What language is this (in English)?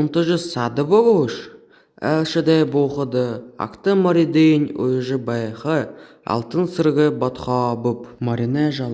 Buriat